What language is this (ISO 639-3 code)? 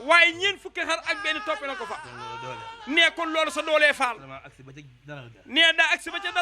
wol